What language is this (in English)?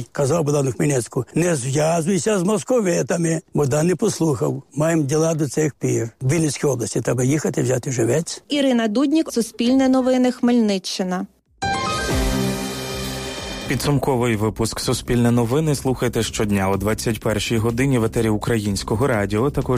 Ukrainian